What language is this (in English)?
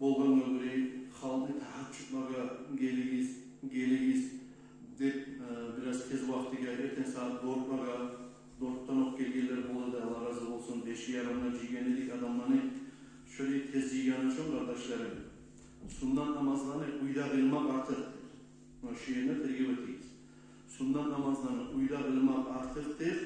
Kumyk